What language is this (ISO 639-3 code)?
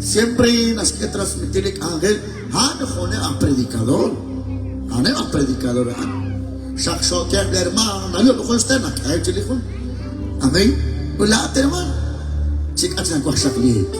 kek